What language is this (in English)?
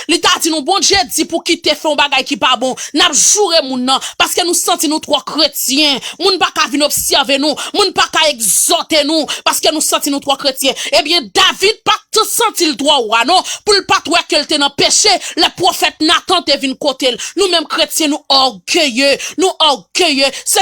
Haitian Creole